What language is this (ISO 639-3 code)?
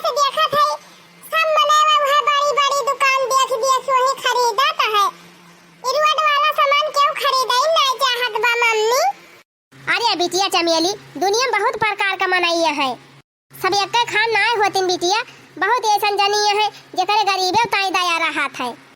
awa